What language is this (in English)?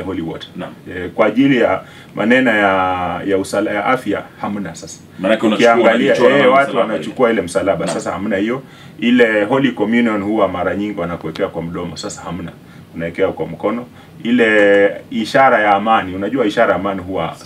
Swahili